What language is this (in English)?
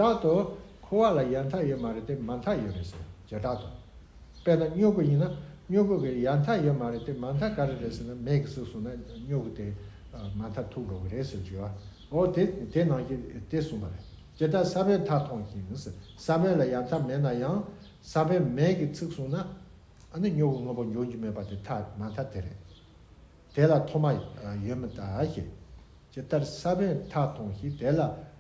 Tibetan